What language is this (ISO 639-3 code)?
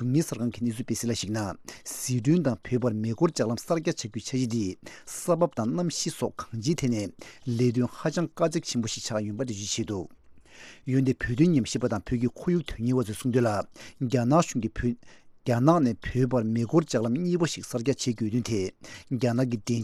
bod